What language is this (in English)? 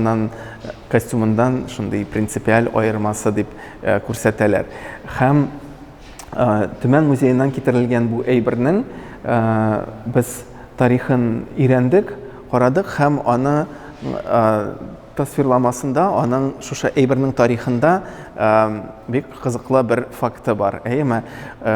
Tatar